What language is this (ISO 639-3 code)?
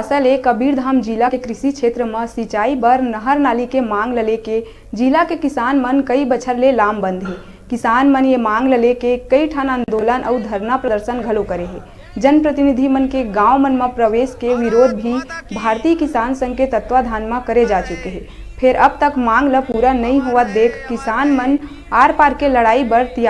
hne